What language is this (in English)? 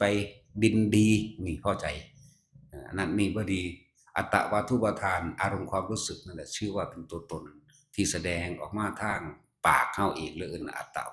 Northeastern Thai